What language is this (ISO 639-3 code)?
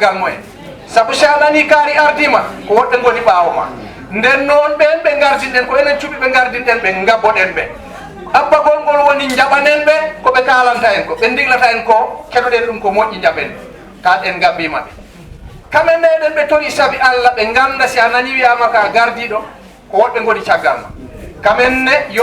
ful